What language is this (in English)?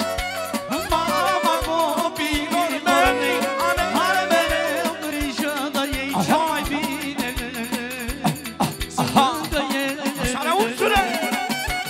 Romanian